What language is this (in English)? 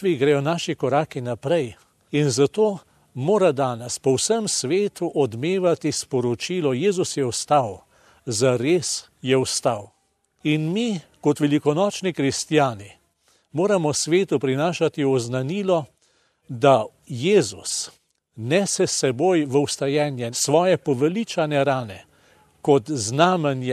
Slovenian